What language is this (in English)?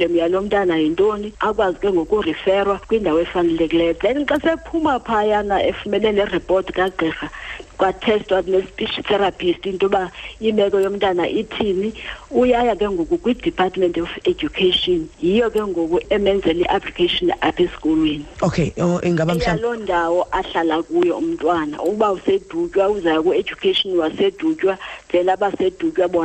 Xhosa